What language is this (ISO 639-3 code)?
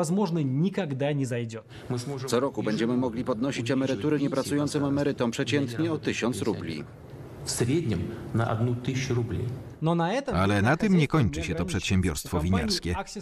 pol